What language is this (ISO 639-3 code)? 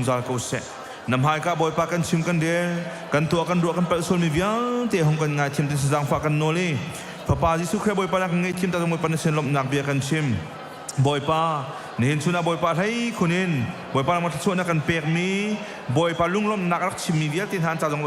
cnh